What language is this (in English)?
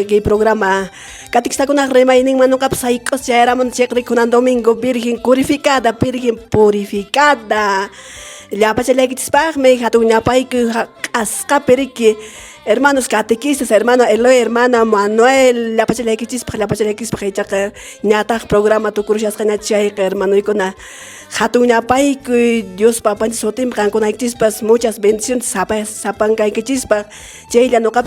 Quechua